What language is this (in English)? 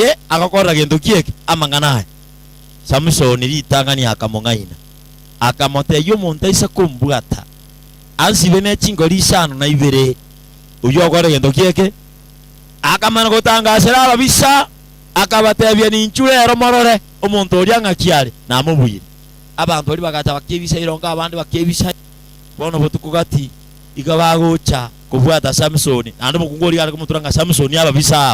Gusii